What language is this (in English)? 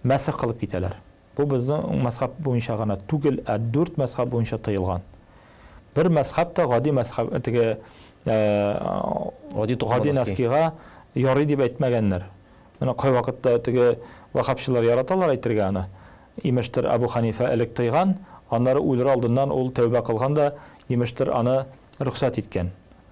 Tatar